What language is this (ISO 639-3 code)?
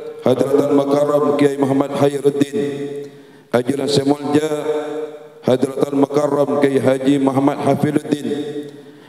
mad